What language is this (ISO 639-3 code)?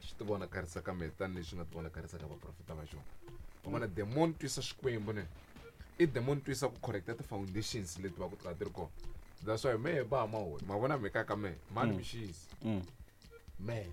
tso